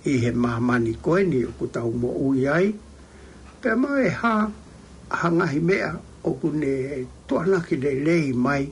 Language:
Tongan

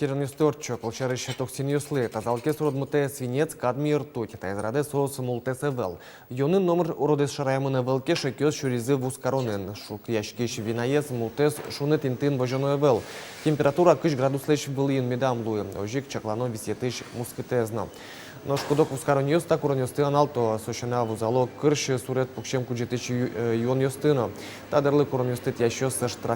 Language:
Udmurt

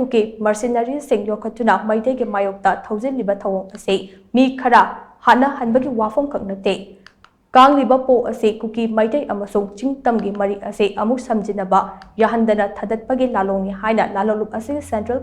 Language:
Manipuri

